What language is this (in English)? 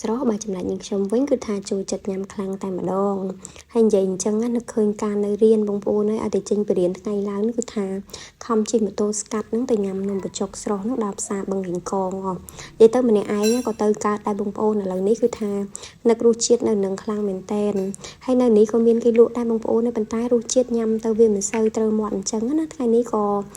Khmer